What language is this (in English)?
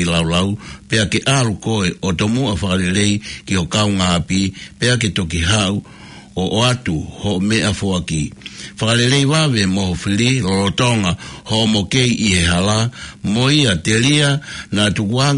Tongan